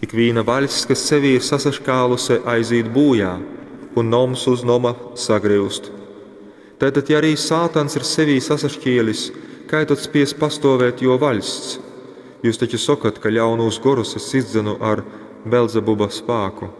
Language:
Latgalian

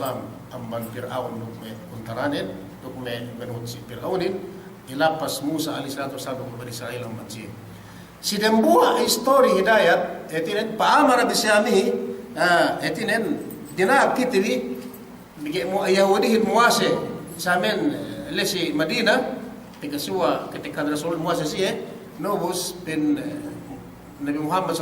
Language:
Yakan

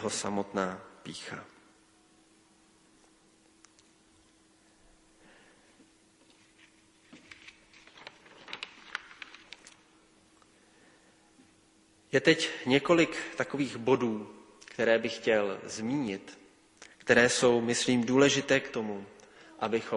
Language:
Czech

